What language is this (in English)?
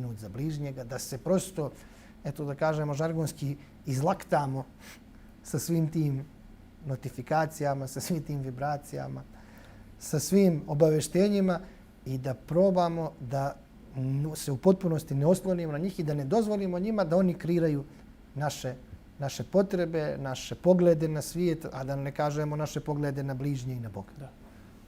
Bosnian